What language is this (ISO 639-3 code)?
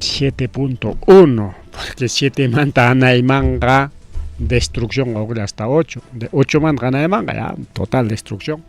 quy